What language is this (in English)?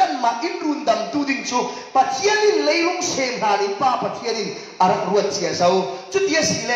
Falam Chin